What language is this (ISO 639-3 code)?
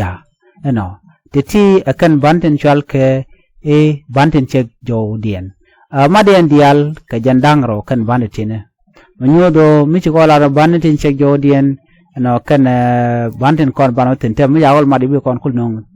nus